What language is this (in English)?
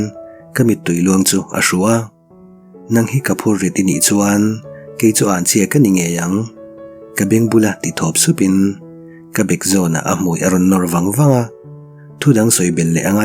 Mizo